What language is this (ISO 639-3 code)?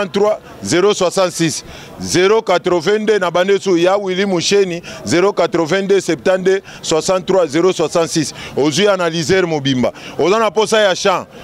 lin